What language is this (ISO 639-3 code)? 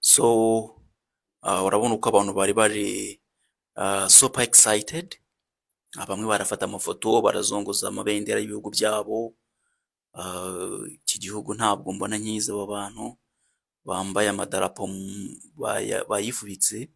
kin